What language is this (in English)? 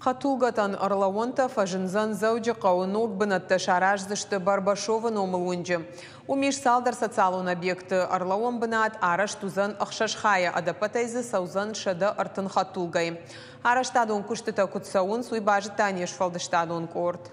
Ossetic